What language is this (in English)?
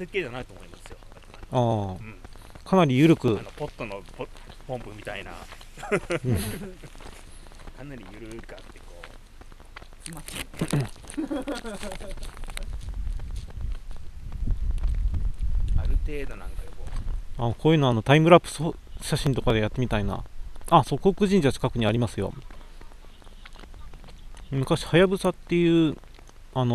Japanese